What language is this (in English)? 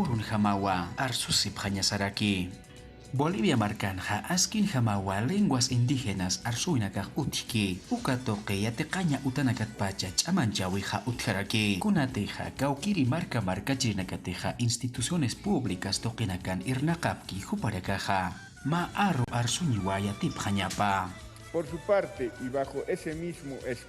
Aymara